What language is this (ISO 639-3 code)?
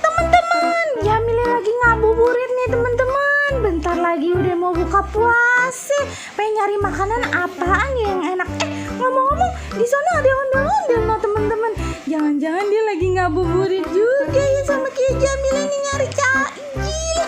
bew